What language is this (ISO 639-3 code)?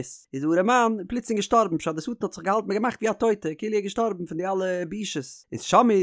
yid